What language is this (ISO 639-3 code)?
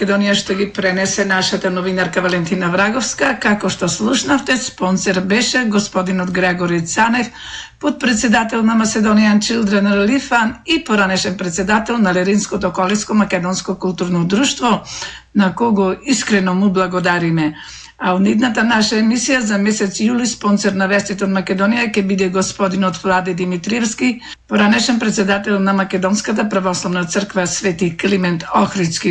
mkd